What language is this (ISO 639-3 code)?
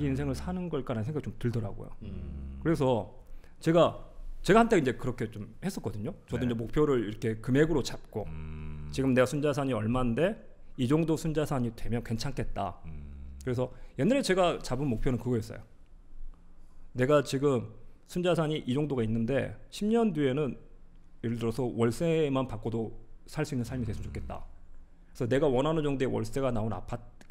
kor